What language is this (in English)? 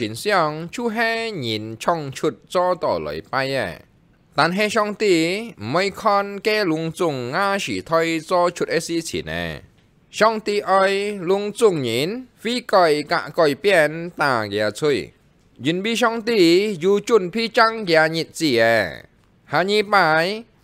Hakka Chinese